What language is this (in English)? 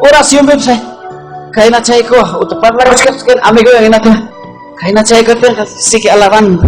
Ayacucho Quechua